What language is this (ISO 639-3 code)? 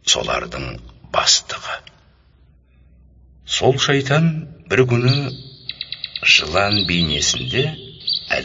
kaz